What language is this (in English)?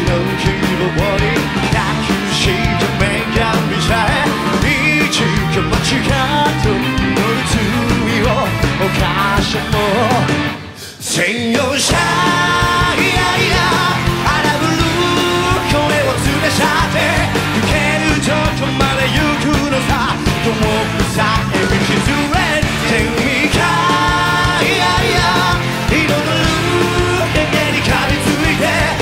Japanese